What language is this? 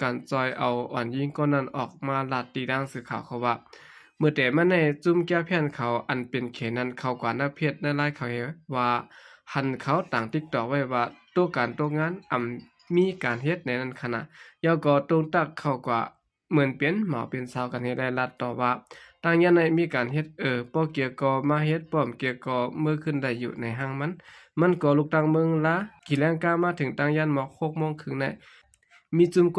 Shan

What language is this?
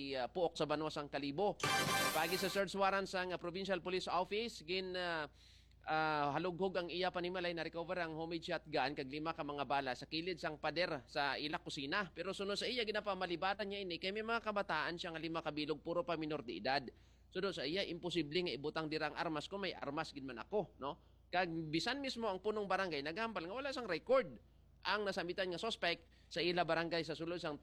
Hiligaynon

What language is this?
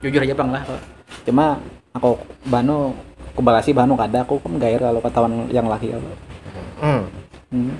Banjar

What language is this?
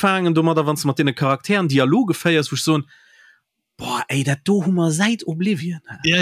Luxembourgish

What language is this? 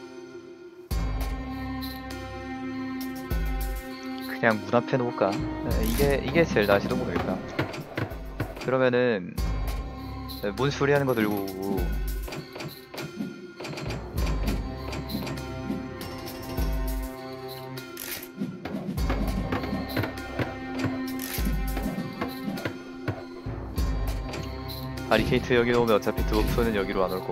Korean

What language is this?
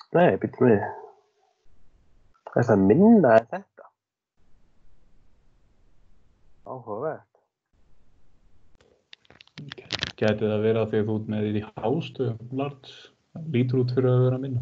Icelandic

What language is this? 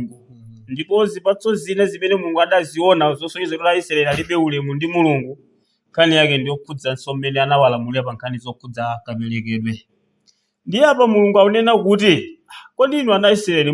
Nyanja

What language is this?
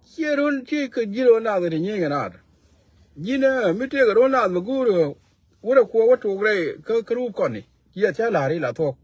Nuer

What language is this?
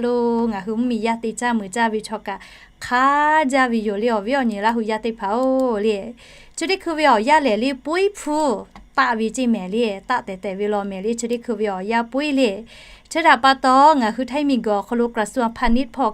Lahu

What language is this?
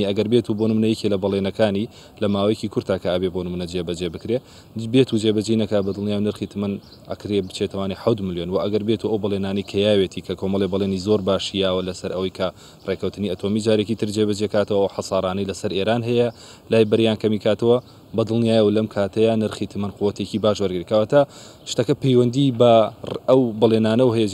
Central Kurdish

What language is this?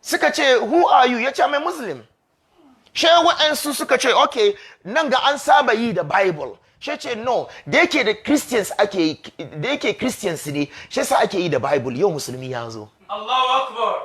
Hausa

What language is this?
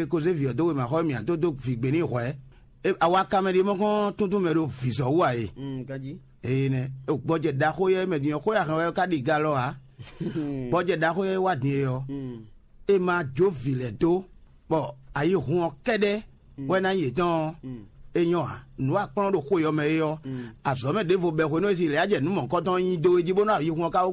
Fon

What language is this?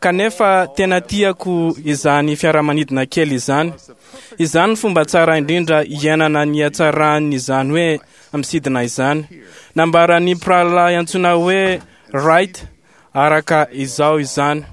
Malagasy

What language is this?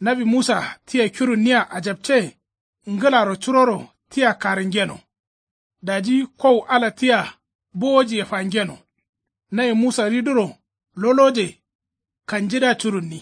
Kanuri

